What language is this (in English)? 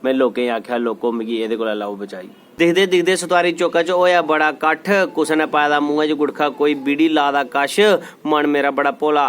Dogri